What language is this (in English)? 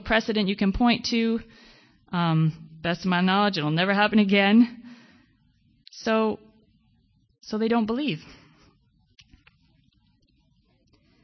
English